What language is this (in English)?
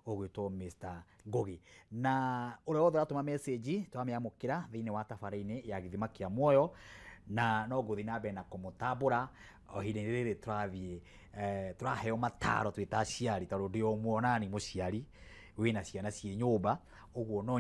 Kikuyu